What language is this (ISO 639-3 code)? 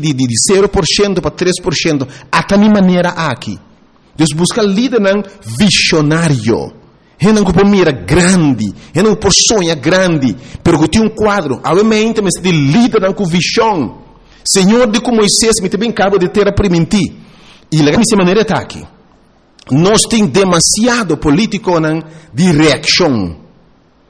pap